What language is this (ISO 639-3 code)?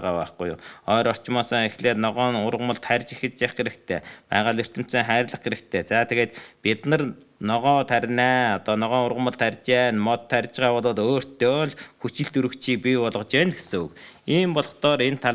mon